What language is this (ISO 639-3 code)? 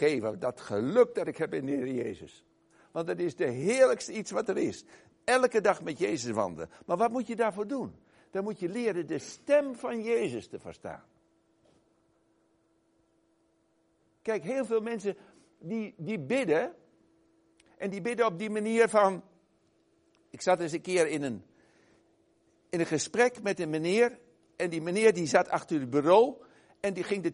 nld